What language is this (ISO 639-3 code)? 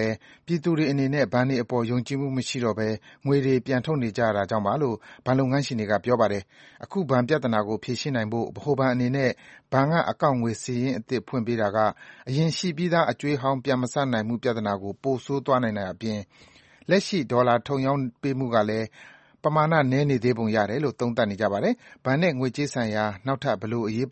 mya